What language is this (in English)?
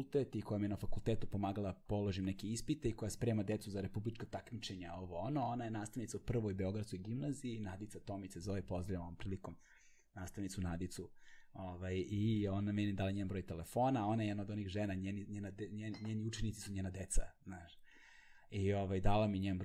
Serbian